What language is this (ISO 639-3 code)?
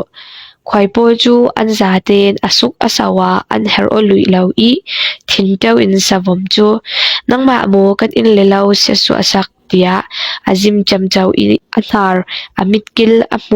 cfm